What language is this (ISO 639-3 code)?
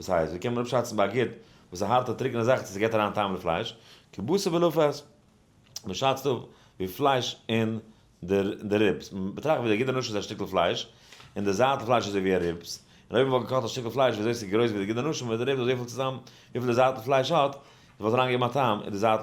yid